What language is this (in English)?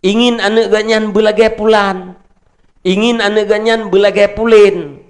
Achinese